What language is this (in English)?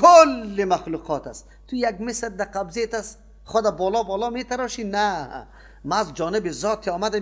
Persian